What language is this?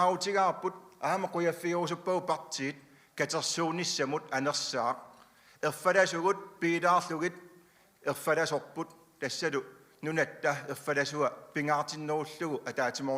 Kalaallisut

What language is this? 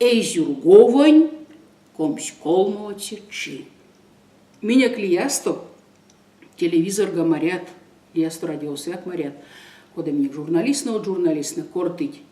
Erzya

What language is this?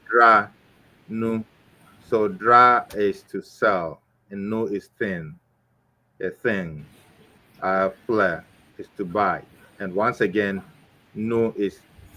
Ewe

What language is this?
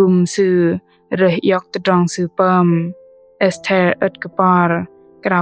Bahnar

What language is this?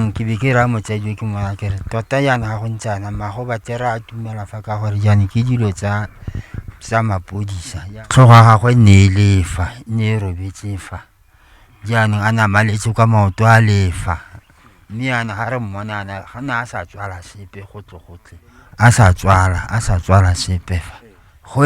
Tswana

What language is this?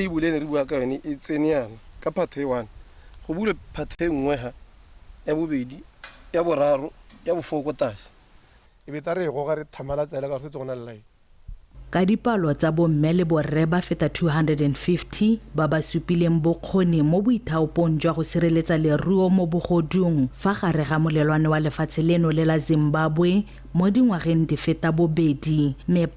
Tswana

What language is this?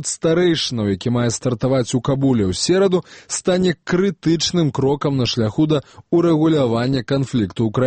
Belarusian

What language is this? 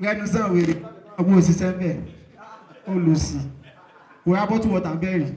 Nigerian Pidgin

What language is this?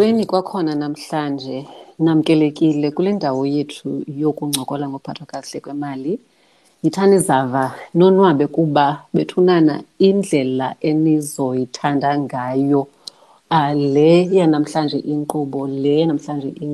Xhosa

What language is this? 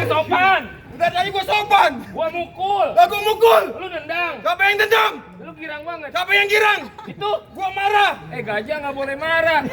Betawi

